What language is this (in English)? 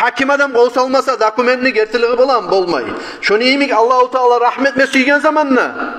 Kumyk